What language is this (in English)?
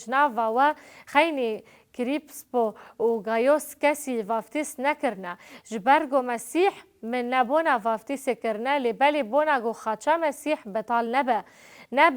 Kurdish